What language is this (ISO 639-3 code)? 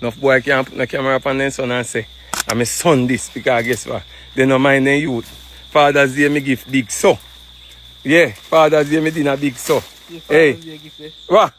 jam